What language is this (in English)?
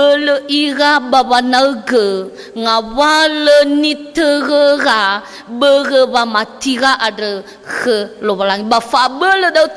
Nias